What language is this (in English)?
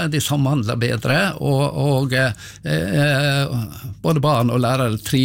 Norwegian